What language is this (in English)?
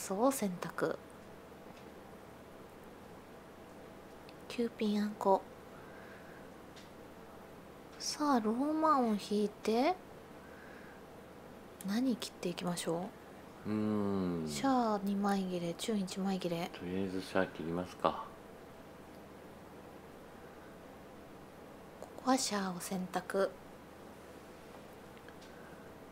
Japanese